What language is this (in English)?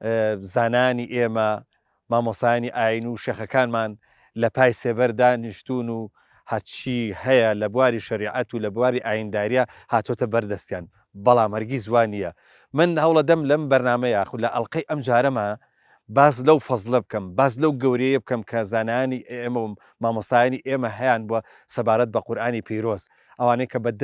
Central Kurdish